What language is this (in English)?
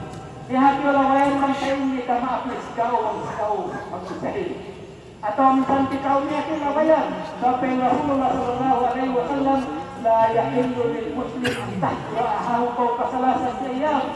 Yakan